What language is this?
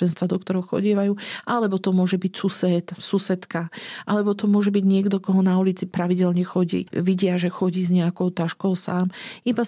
Slovak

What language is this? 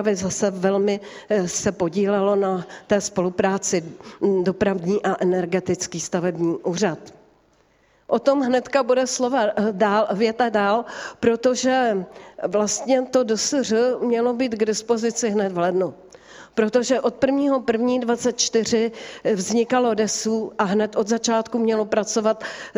Czech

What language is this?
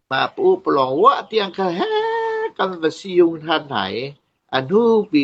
Hakha Chin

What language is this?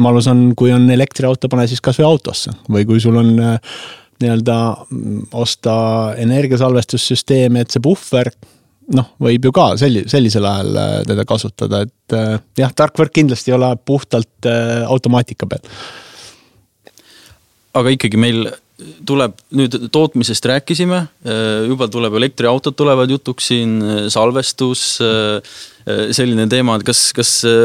Estonian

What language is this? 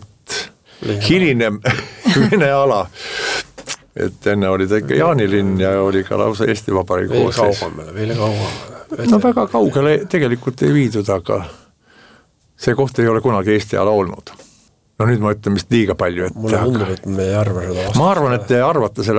Estonian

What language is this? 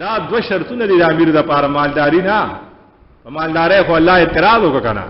Pashto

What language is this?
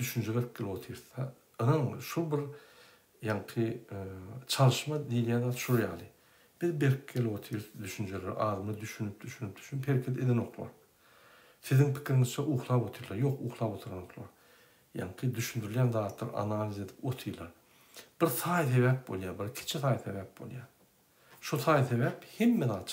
Turkmen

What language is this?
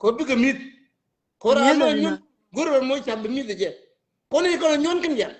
Nuer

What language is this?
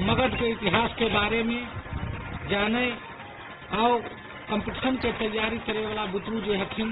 Magahi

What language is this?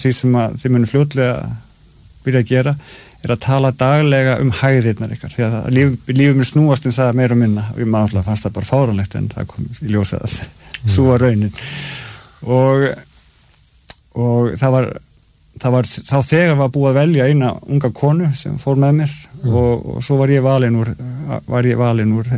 Icelandic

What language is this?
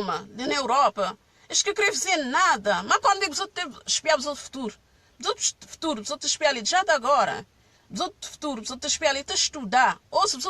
Kabuverdianu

